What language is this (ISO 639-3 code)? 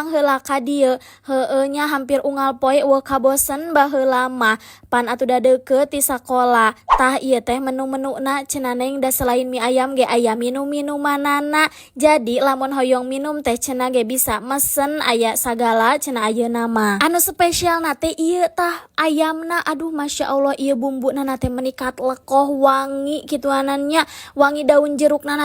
sun